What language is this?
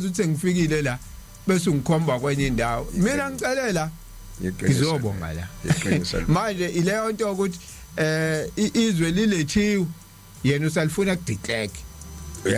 Zulu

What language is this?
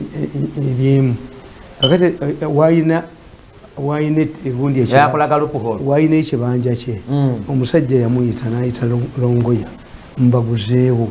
Ganda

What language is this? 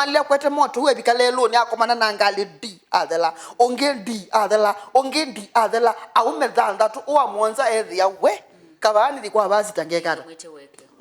Kamba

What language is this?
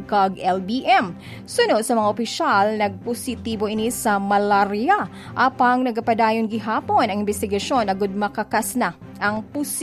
Hiligaynon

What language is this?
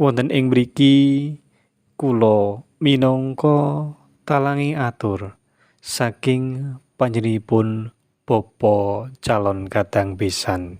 Javanese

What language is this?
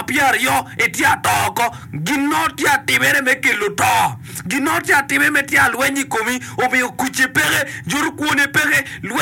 Acoli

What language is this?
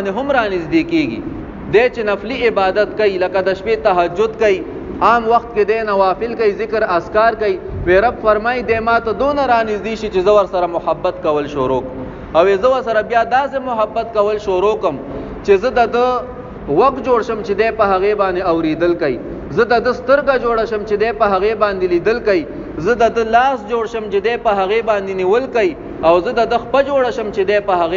Pashto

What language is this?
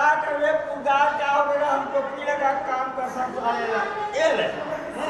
Chhattisgarhi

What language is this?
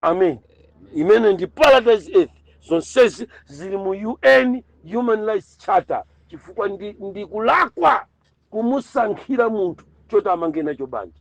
Nyanja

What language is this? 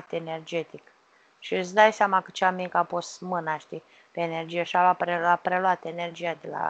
Romanian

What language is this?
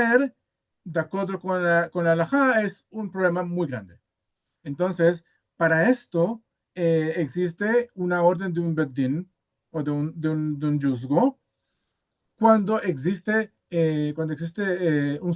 Ladino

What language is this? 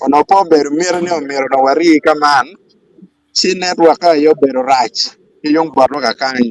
Acoli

